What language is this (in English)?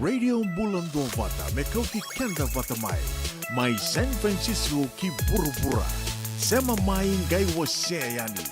Fijian